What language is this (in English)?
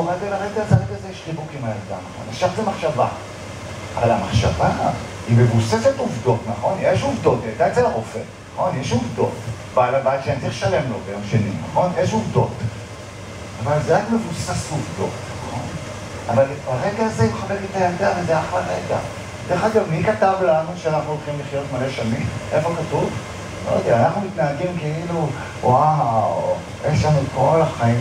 Hebrew